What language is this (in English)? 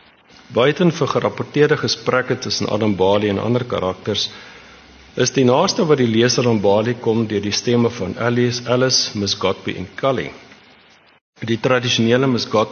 Afrikaans